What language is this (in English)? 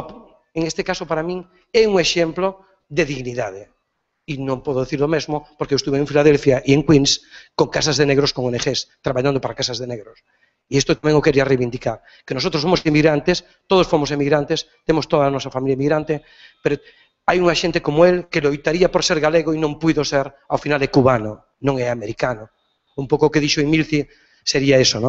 Galician